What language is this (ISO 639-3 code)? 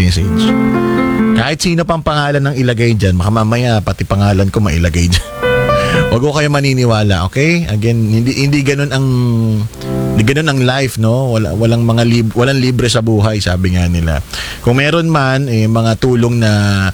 fil